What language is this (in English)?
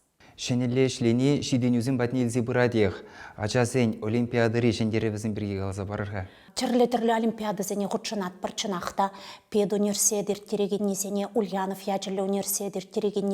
Chuvash